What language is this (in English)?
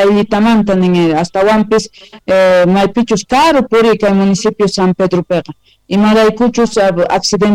South Bolivian Quechua